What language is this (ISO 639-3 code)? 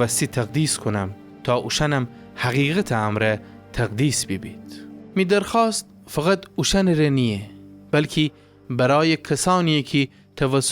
glk